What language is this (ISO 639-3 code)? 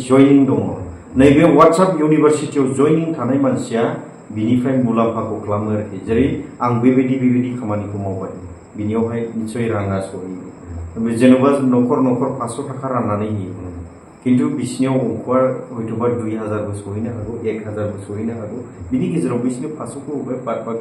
brx